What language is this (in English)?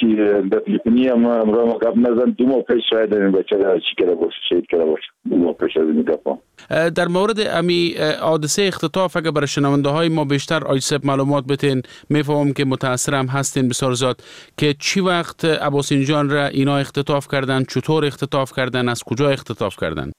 Persian